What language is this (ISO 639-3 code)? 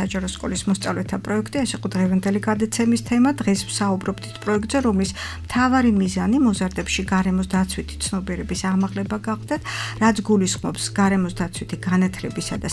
kat